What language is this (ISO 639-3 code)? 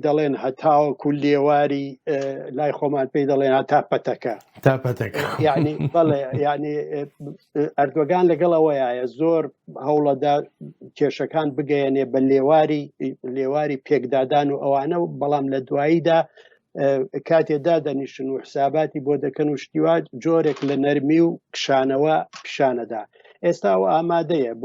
ckb